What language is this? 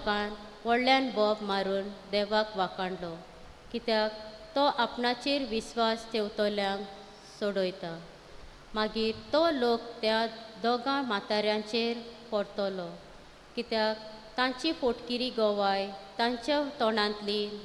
Konkani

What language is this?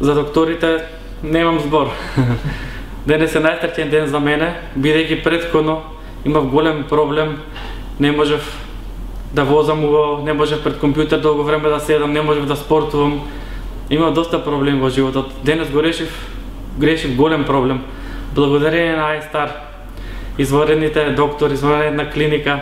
Macedonian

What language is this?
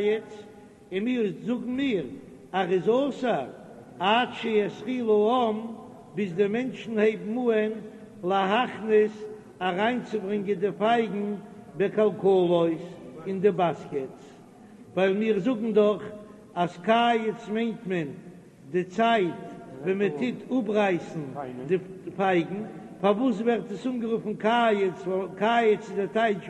Yiddish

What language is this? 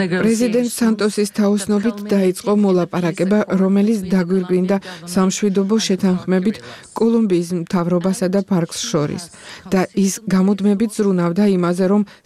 Georgian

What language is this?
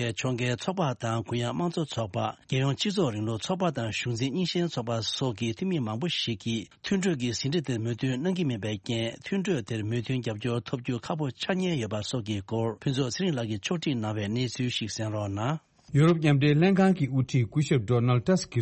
Tibetan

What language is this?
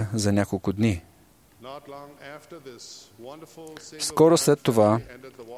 Bulgarian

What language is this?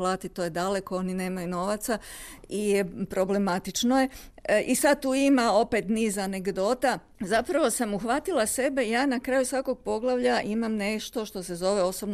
Croatian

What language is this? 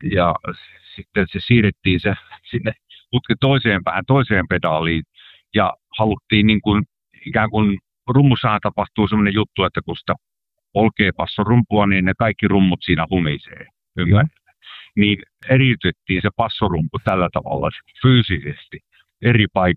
Finnish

